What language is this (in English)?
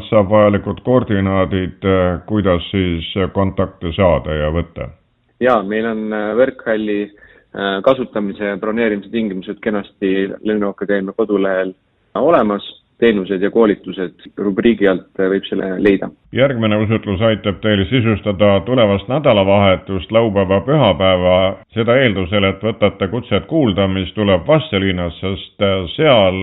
Estonian